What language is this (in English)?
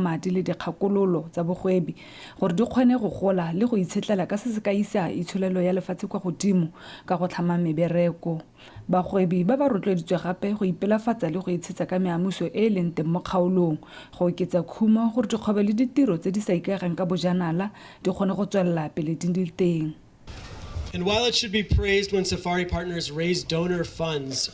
Tswana